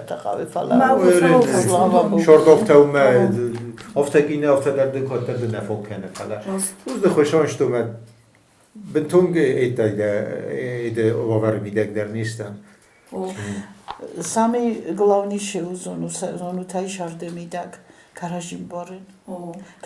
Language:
Ossetic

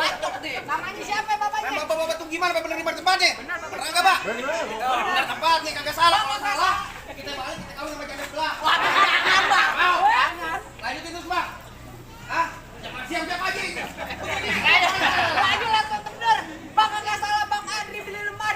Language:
Betawi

